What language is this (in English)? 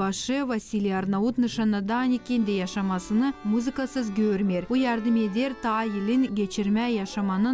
Gagauz